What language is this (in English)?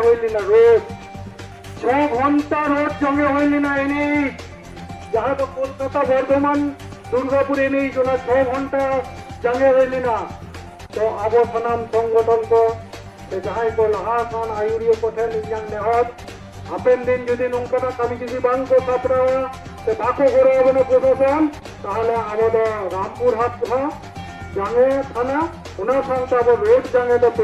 Santali